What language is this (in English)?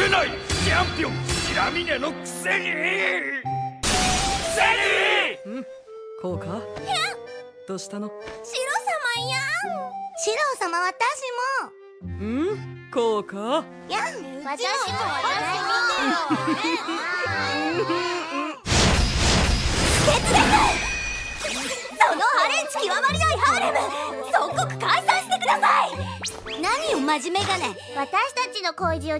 Japanese